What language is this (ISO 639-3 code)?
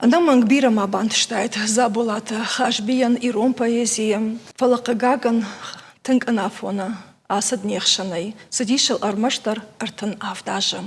oss